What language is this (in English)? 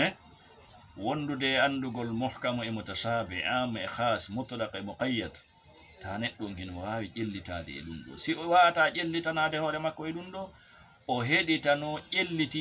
Fula